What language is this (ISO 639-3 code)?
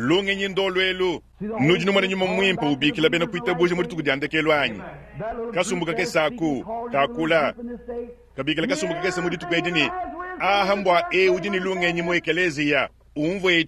lua